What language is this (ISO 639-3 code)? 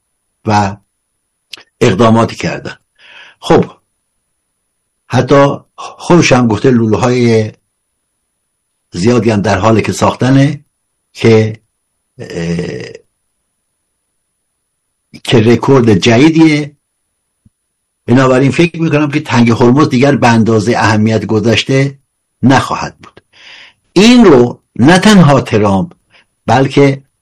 fas